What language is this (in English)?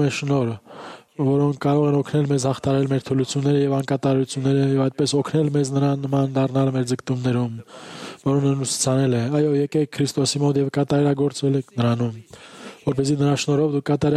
Armenian